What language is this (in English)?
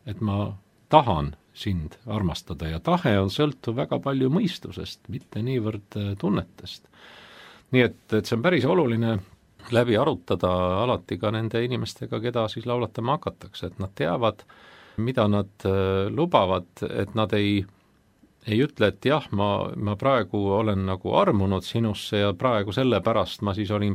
Estonian